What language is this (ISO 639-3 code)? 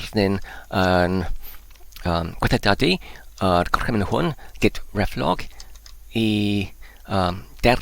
cym